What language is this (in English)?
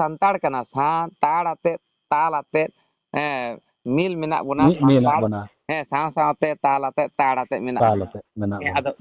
Santali